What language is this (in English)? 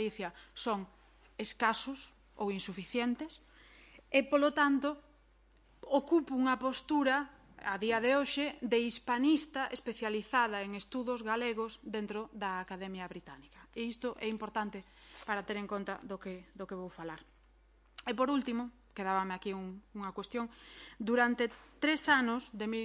Galician